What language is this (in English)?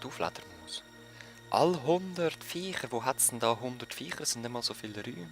Swiss German